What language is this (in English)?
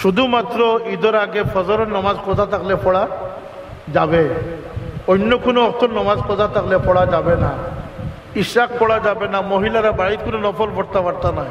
Sylheti